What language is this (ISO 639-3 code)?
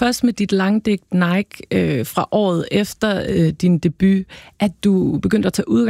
dan